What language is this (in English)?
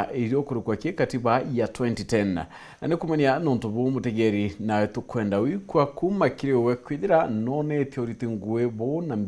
Meru